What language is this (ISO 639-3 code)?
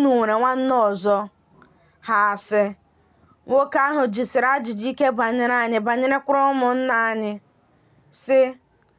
ibo